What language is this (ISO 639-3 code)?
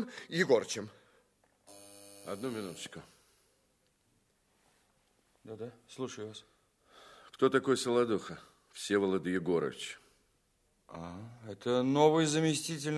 rus